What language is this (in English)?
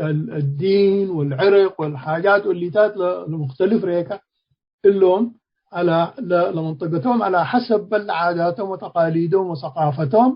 Tigre